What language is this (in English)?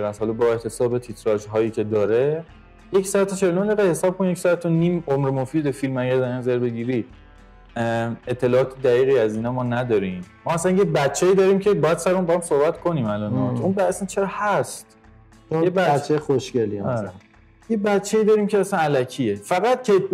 Persian